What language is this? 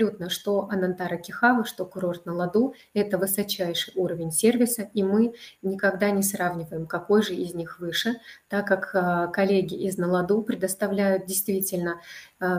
Russian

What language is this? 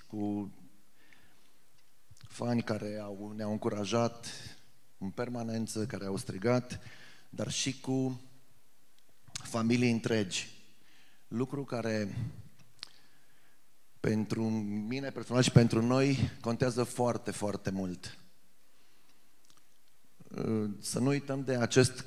Romanian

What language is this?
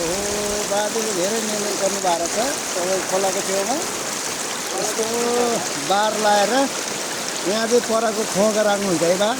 Nepali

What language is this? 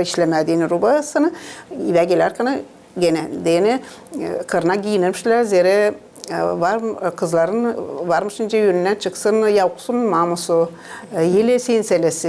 Gagauz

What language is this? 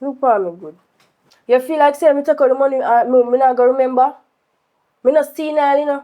Jamaican Creole English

